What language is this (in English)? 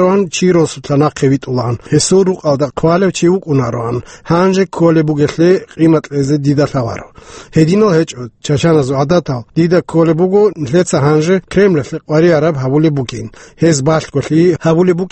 Avaric